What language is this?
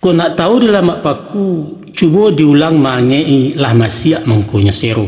Minangkabau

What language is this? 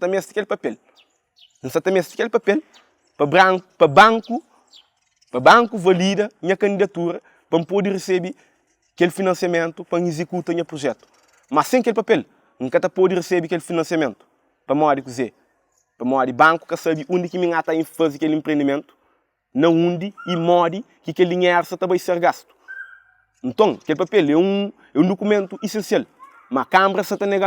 Kabuverdianu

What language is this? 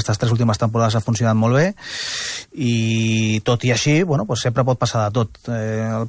Catalan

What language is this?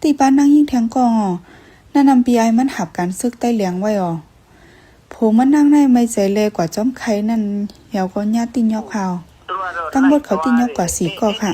Shan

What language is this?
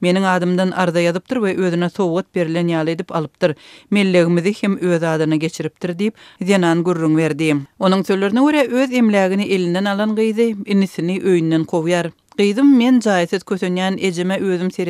Turkmen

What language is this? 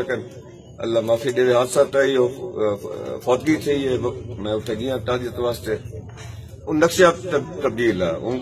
Saraiki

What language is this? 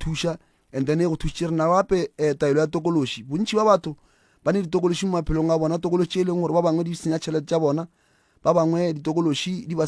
Northern Sotho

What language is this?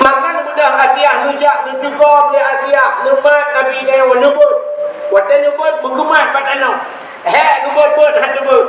Achinese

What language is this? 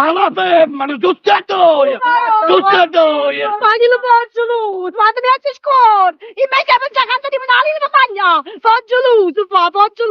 Neapolitan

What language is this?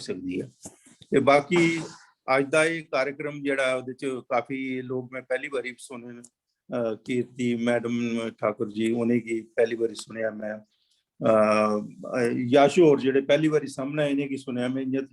Dogri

